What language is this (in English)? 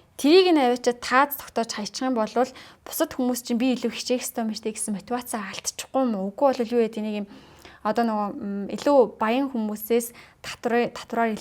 Mongolian